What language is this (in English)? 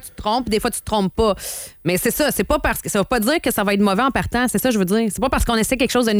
French